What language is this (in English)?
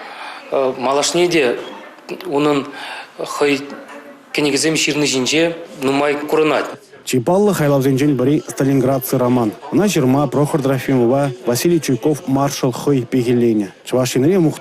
Chuvash